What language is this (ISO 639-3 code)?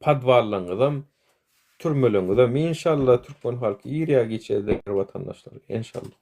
tuk